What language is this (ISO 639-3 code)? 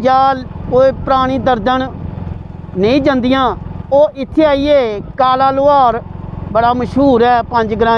doi